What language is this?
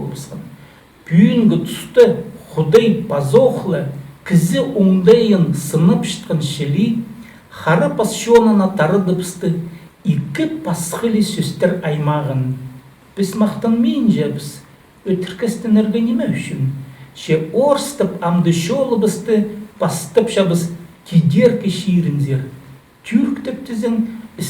Khakas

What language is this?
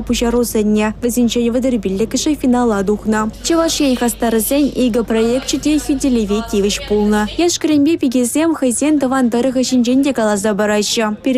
Chuvash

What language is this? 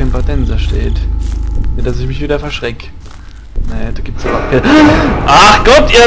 Palatine German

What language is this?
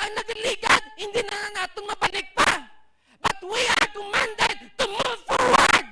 Hiligaynon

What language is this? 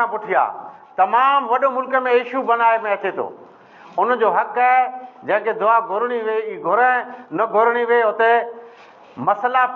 Sindhi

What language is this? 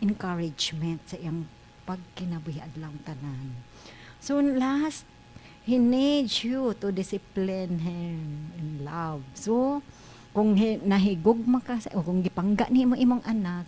Cebuano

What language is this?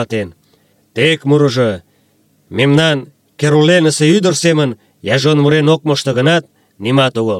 Mari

